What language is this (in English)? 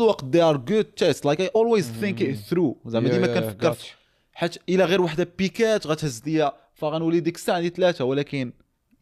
Moroccan Arabic